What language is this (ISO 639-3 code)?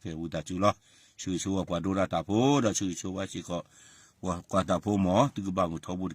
ksw